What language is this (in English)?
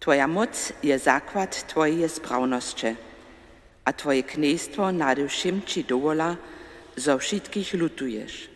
Upper Sorbian